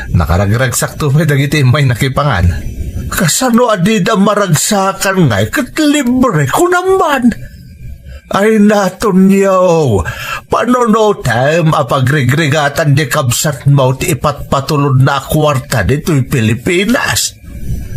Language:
Iloko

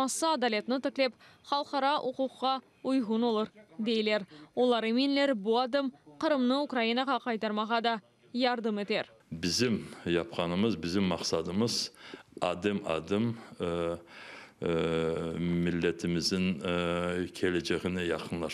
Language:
Crimean Tatar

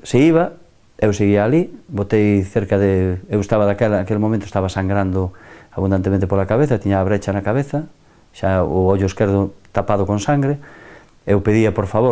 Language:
Galician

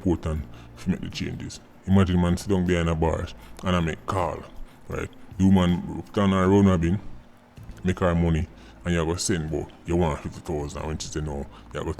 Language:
Jamaican Creole English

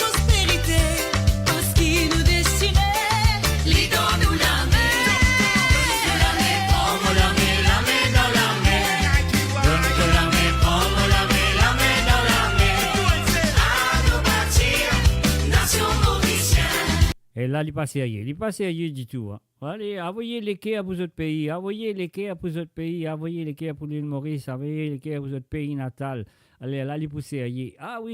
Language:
Morisyen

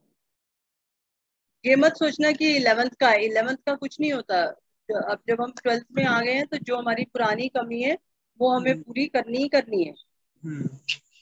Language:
Hindi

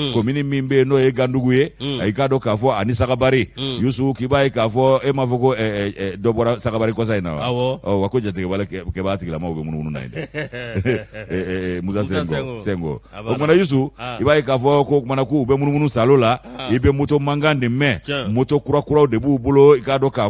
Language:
Bambara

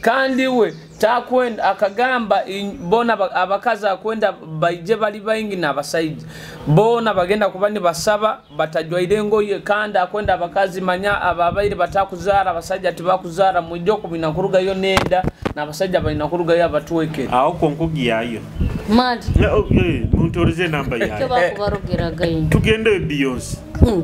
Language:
Nyoro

